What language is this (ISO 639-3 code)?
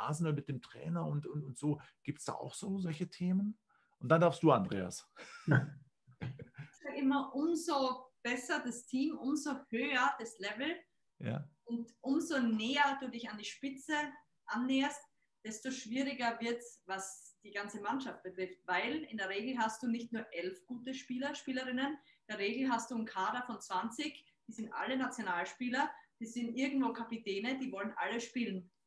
deu